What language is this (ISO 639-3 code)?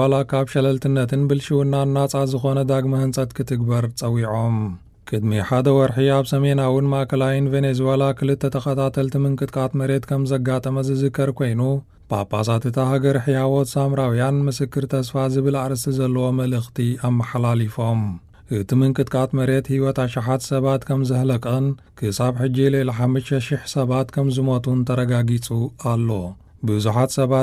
tir